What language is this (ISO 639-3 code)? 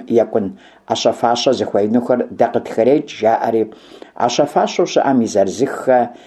kbd